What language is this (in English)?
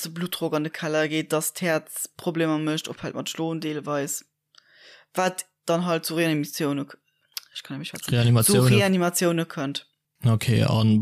Luxembourgish